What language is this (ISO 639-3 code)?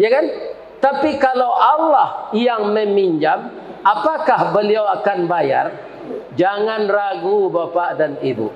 min